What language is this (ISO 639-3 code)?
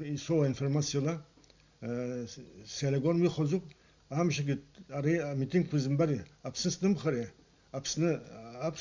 abk